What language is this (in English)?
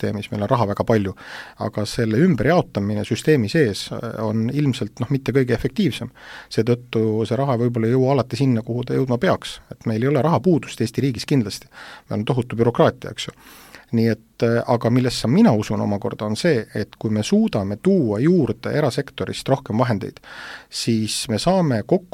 Estonian